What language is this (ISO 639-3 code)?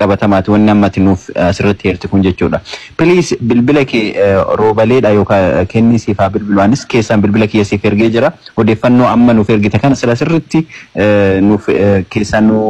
orm